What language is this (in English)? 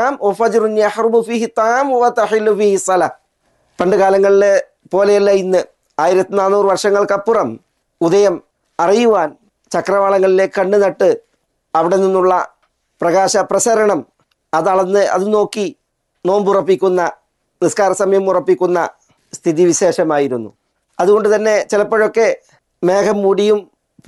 Malayalam